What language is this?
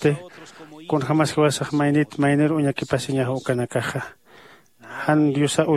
Aymara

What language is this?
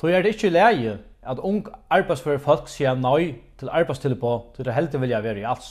Faroese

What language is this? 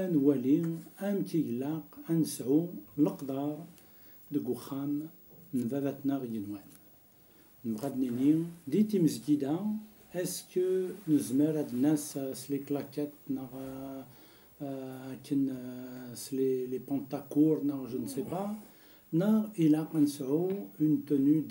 Kabyle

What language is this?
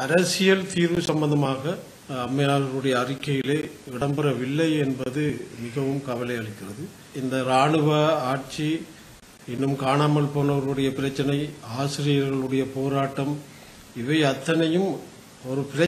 Tamil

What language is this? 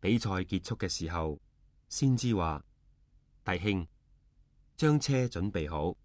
Cantonese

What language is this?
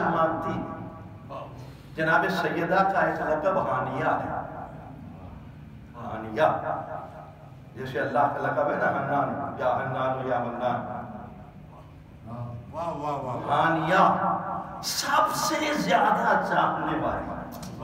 Urdu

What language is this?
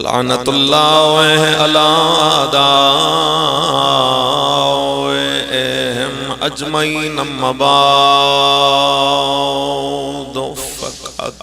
Pahari-Potwari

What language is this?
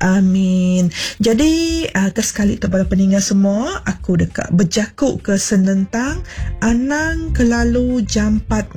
Iban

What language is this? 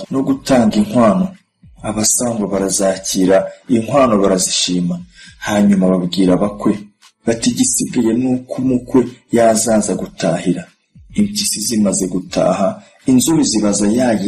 Kinyarwanda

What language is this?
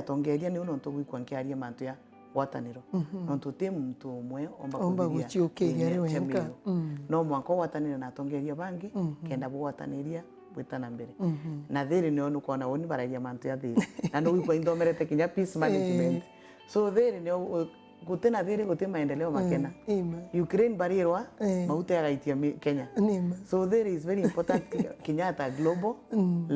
Meru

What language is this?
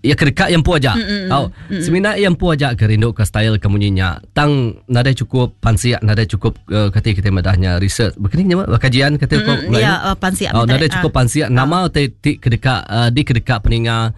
Iban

